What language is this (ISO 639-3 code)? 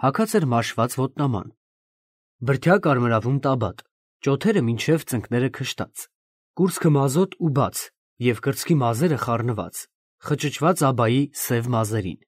hye